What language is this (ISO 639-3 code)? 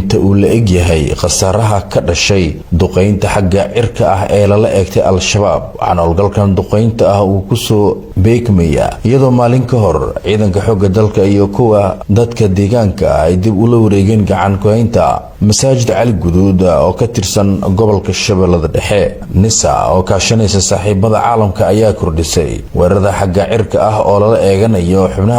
som